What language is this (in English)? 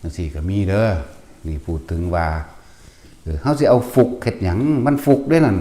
Northeastern Thai